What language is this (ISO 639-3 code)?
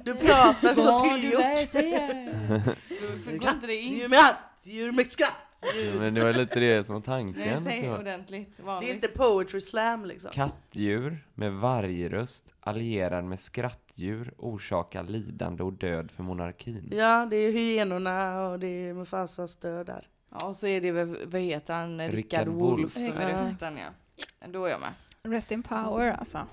swe